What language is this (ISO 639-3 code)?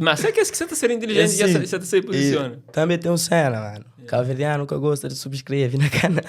kea